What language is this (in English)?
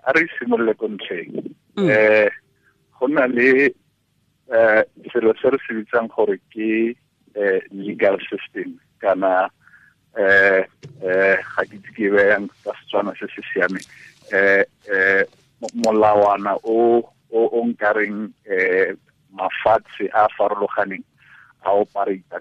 Tswana